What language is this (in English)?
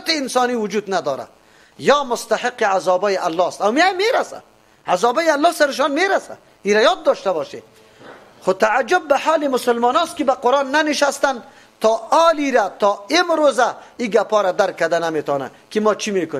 Persian